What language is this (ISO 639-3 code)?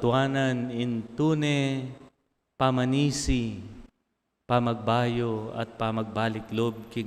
pam